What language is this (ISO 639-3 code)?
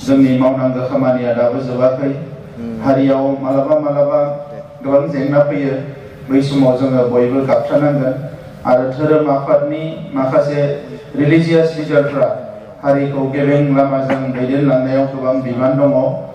brx